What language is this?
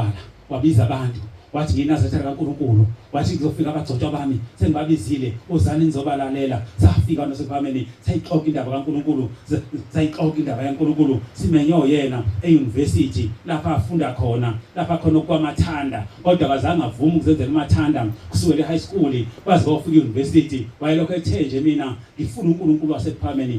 Zulu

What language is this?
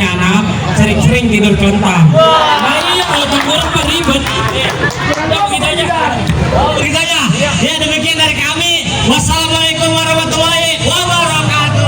Betawi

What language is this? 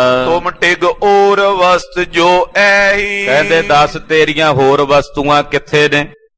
Punjabi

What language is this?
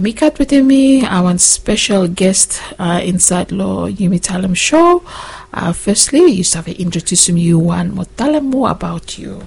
Bislama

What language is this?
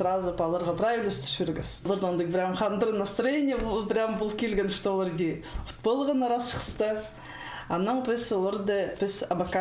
Khakas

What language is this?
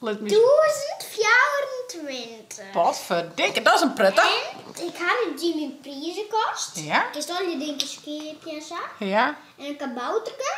Western Frisian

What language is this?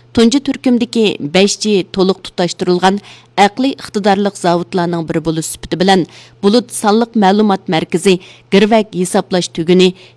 Uyghur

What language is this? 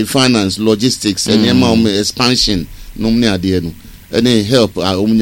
Akan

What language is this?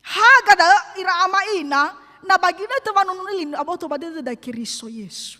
Nias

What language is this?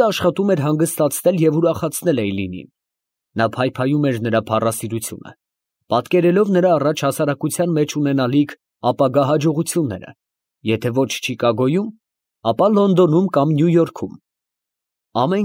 Armenian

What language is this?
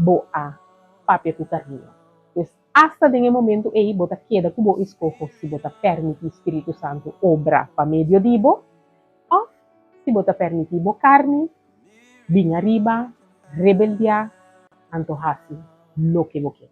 Papiamento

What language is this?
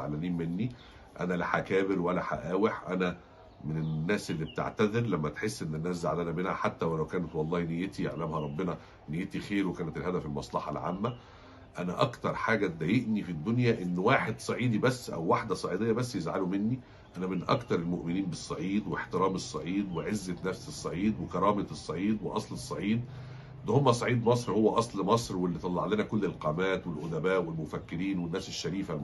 Egyptian Arabic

